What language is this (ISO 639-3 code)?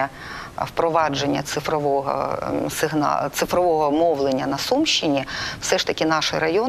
ukr